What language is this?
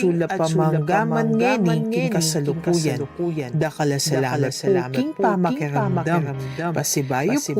Pampanga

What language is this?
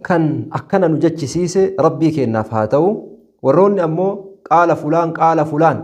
Oromo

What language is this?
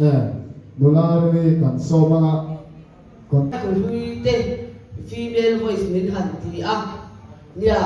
Hmar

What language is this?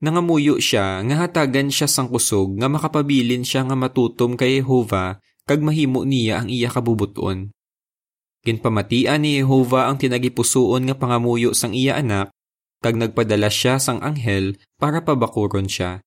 Hiligaynon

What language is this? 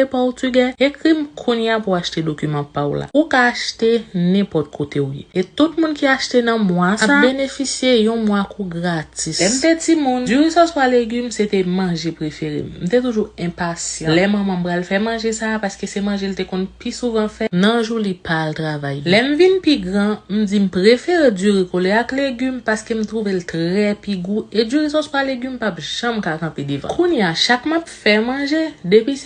Haitian Creole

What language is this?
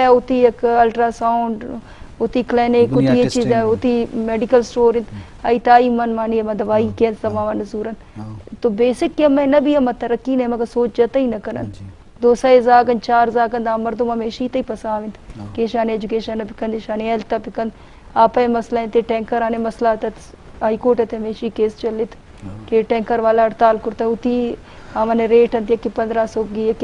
Eastern Balochi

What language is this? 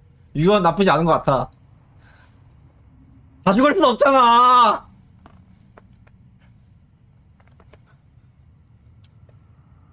Korean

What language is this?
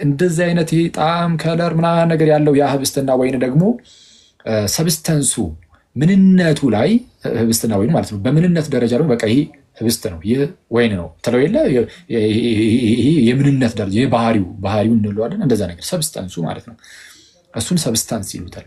Amharic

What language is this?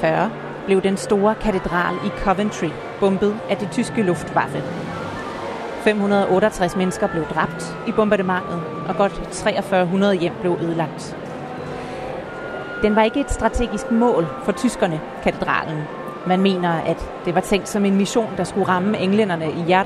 Danish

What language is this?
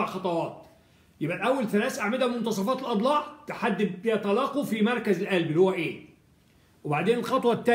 Egyptian Arabic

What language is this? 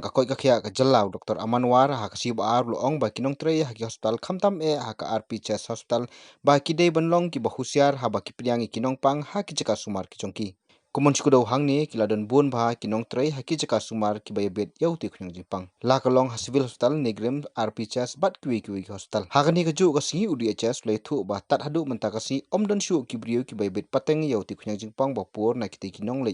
Khasi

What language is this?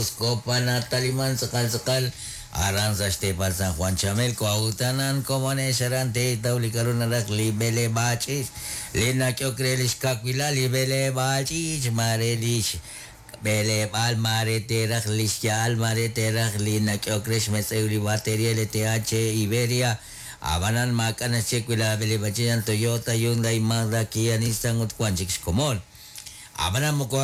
Kekchí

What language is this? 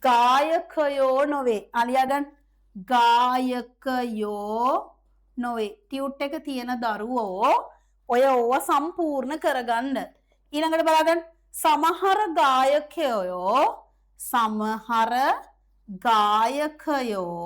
Sinhala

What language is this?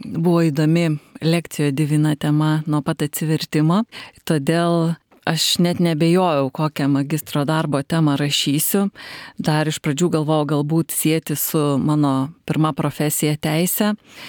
Lithuanian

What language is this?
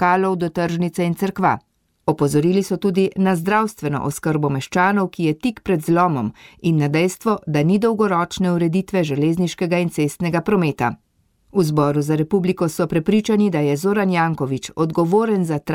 Slovenian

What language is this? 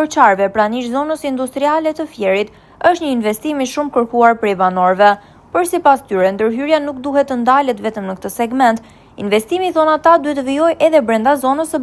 Albanian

